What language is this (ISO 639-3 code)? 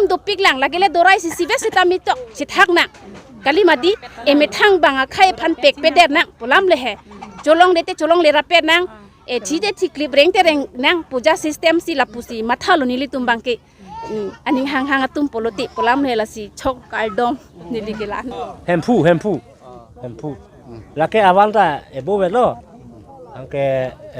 mjw